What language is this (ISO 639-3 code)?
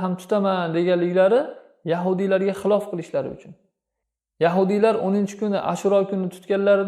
uzb